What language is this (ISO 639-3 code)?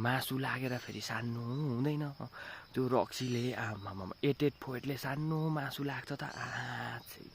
nep